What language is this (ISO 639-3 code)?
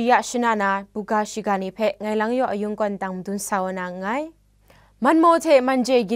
kac